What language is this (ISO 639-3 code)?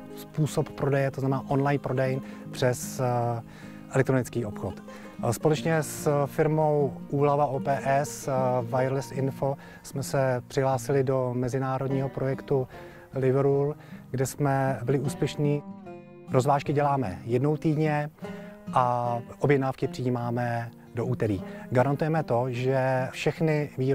ces